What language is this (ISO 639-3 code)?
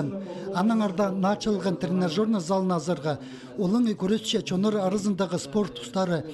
kjh